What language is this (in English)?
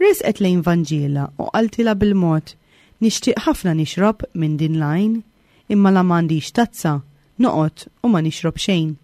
Maltese